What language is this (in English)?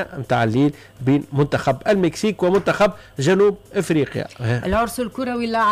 Tunisian Arabic